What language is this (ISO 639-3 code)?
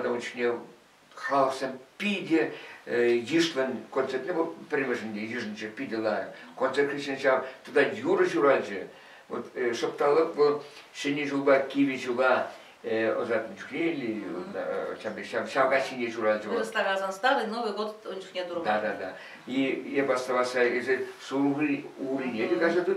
chv